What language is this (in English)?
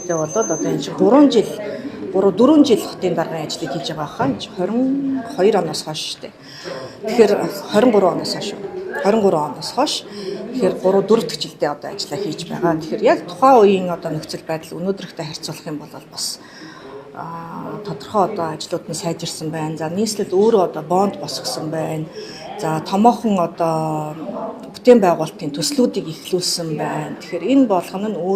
Mongolian